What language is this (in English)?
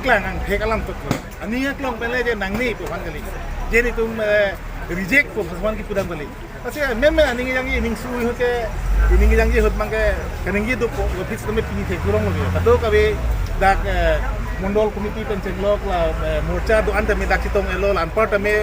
Karbi